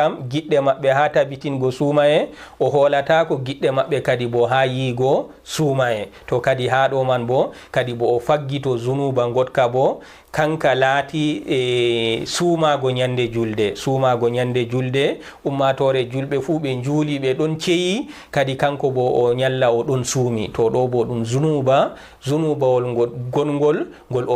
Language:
Fula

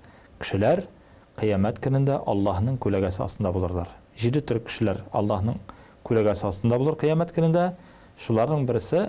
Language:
Tatar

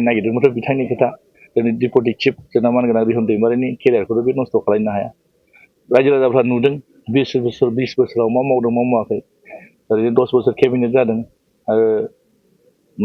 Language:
Bodo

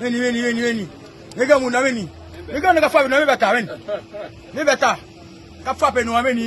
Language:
Haitian Creole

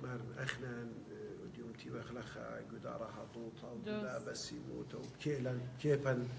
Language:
Assyrian Neo-Aramaic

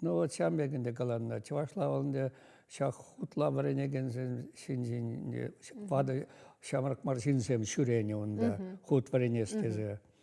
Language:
Chuvash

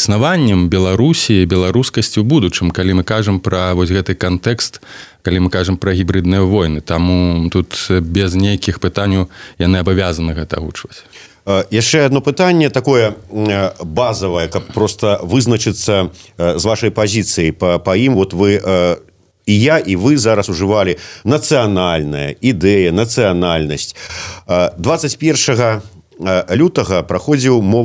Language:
Belarusian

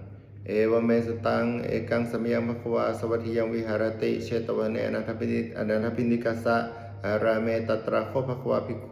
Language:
Pali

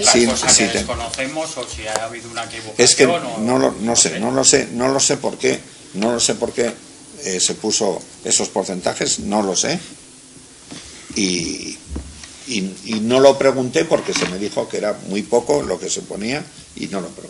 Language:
Spanish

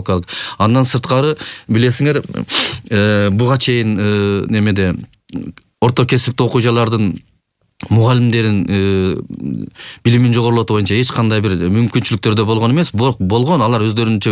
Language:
Kyrgyz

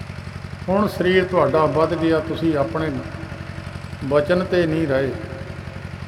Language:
Punjabi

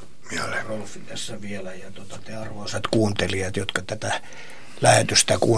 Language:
Finnish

